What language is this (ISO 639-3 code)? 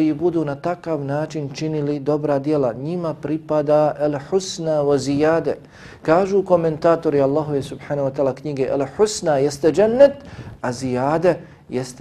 bos